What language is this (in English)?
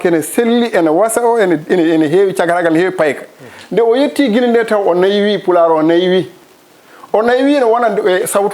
Fula